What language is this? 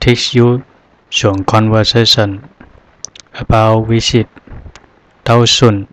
Zhuang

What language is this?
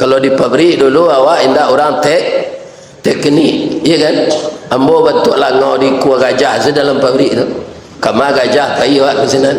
Minangkabau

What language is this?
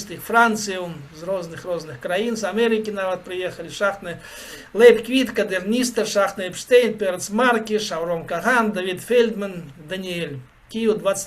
Belarusian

